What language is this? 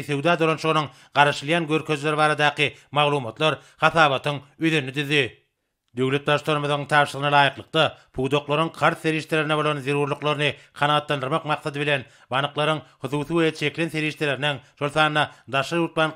Turkmen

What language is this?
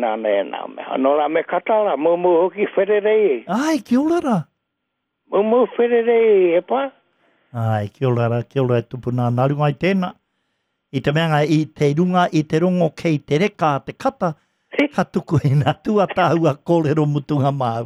Māori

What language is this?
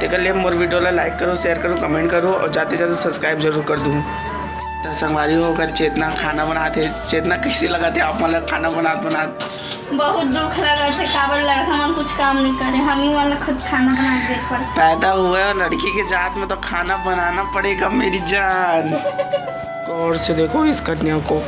Chhattisgarhi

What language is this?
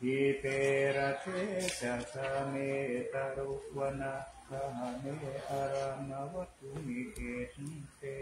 Pali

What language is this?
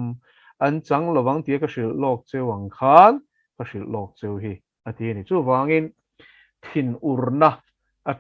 Mizo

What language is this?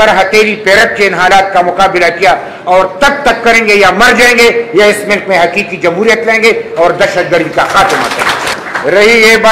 Urdu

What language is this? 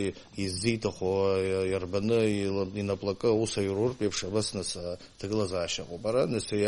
Abkhazian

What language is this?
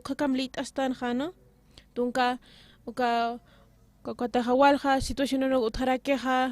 Aymara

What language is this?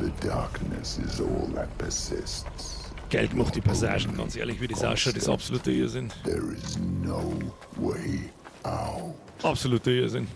Bavarian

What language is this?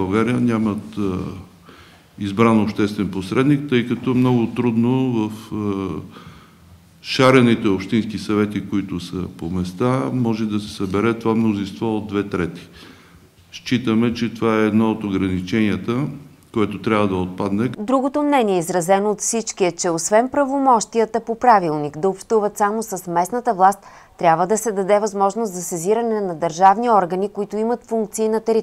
Bulgarian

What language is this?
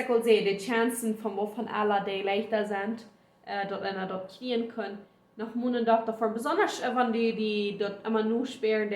Plautdietsch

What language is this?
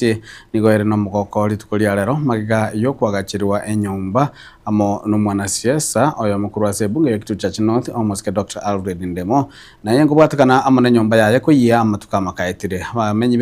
Gusii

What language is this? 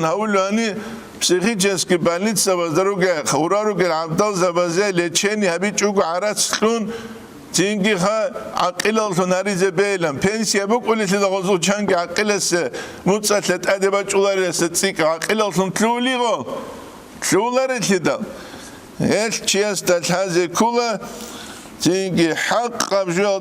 Avaric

